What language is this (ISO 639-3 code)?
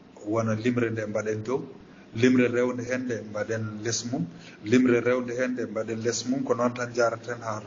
ful